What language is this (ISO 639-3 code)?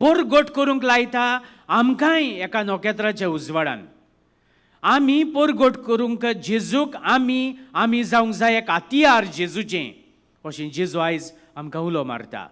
kok